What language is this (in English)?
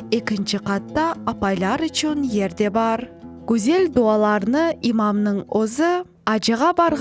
Crimean Tatar